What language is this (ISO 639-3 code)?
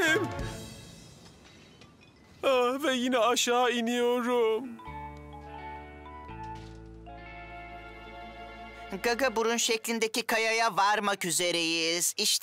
tur